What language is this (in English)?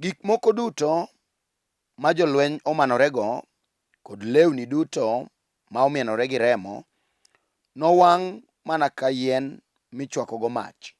Luo (Kenya and Tanzania)